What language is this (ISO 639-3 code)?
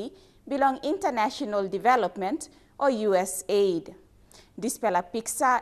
tpi